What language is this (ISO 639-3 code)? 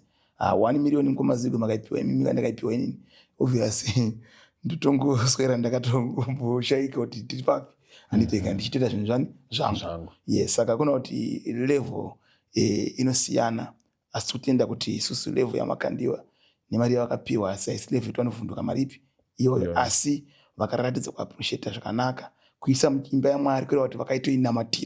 sna